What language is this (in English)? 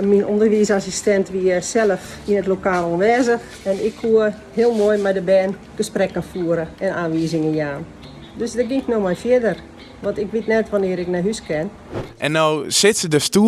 Western Frisian